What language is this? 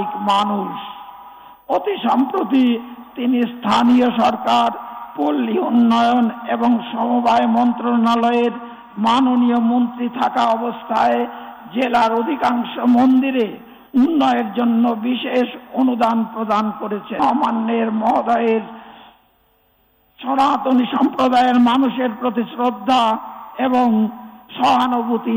Bangla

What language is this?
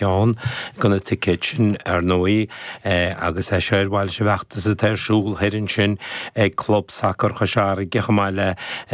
Irish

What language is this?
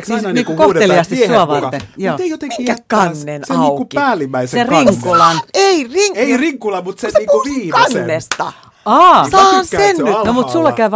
Finnish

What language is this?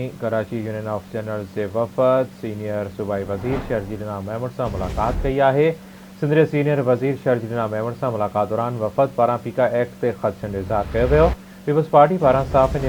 Sindhi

